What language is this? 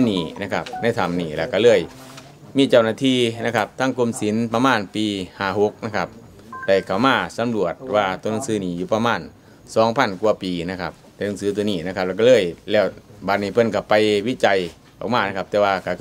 Thai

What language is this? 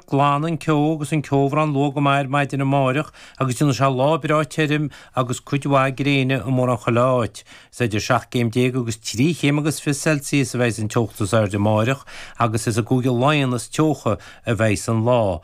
Irish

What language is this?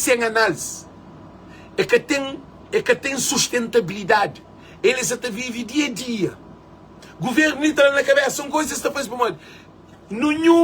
Kabuverdianu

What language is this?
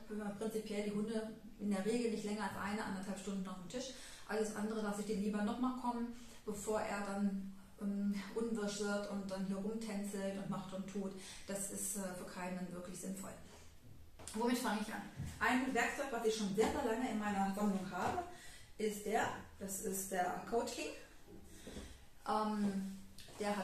German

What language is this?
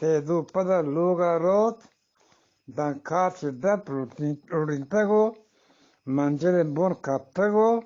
Eastern Balochi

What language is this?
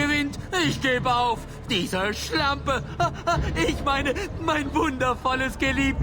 Bavarian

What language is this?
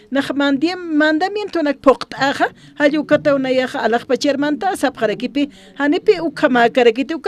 Aymara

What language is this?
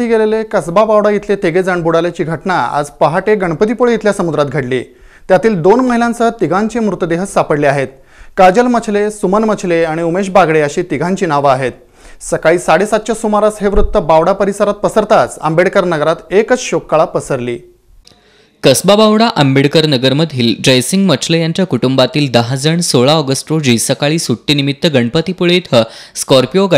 Marathi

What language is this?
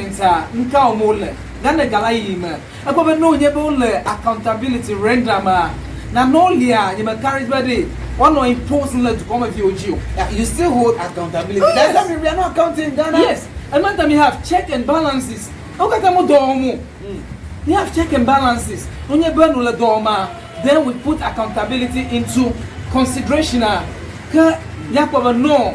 Ewe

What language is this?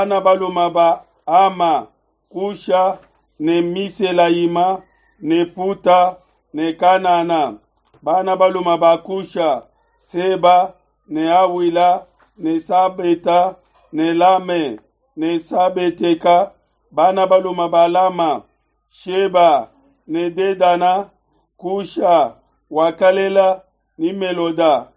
Luba-Lulua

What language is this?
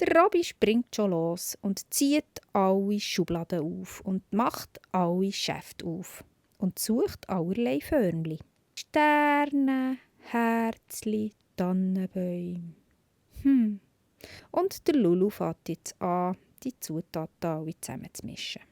Swiss German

